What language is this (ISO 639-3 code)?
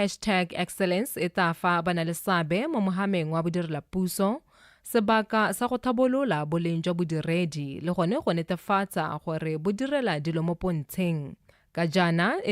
tsn